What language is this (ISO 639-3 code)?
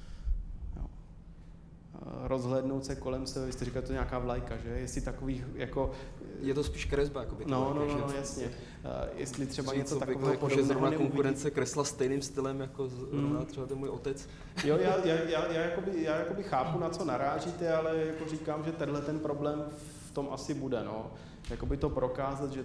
ces